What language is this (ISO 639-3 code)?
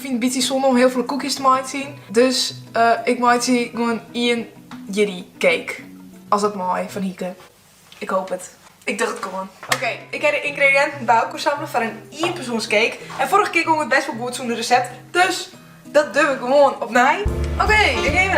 fry